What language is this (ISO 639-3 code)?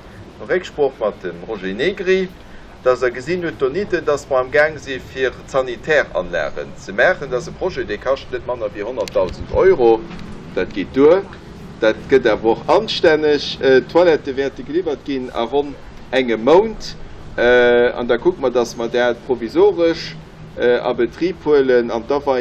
ltz